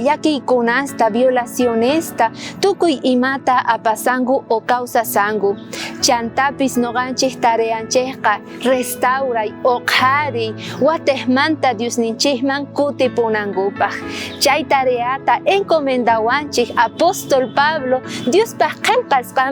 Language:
South Bolivian Quechua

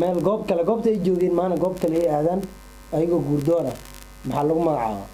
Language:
Somali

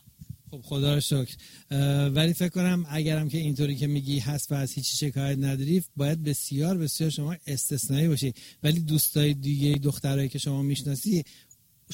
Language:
Persian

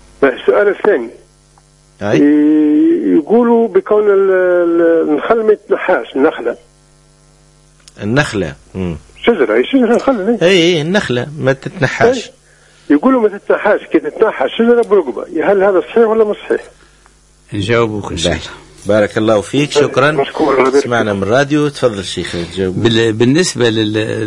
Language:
Tunisian Arabic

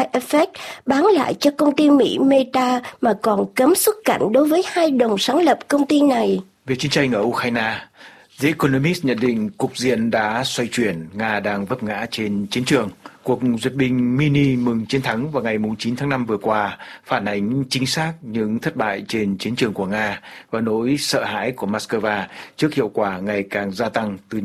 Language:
Vietnamese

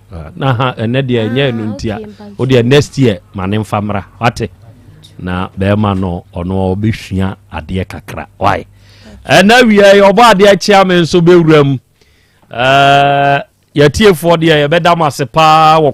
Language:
Akan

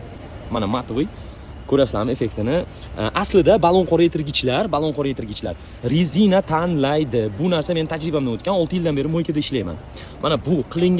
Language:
Uzbek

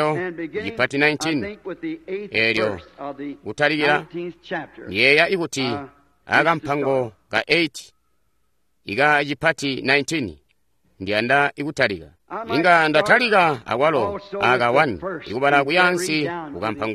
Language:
Tonga (Zambia)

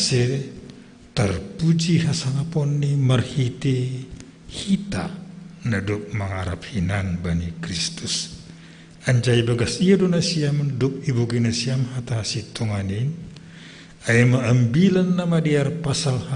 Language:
Batak Simalungun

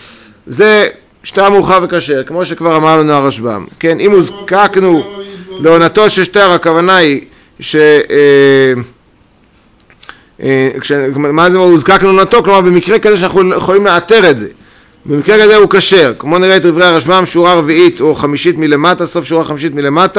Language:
Hebrew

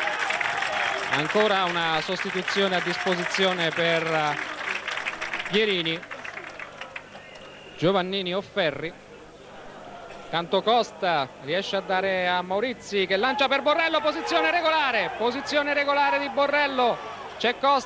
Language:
Italian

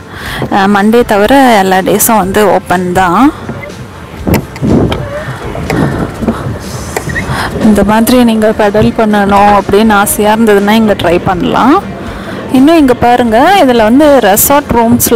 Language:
Tamil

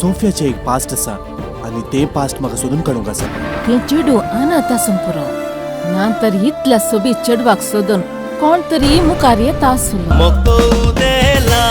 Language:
Konkani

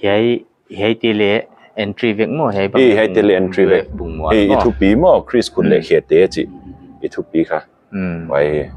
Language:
Paite Chin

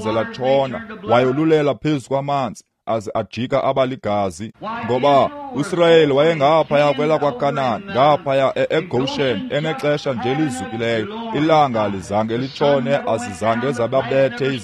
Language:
Xhosa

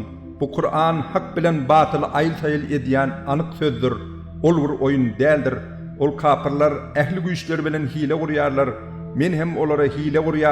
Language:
Turkmen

